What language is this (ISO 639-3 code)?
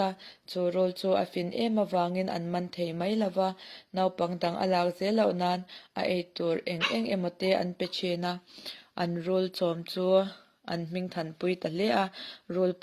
lus